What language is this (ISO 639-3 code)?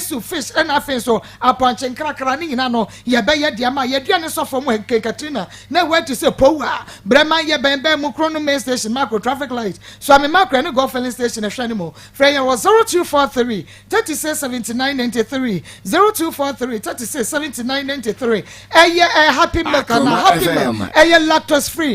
aka